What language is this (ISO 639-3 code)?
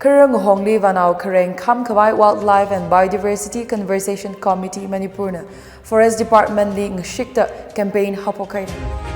nmf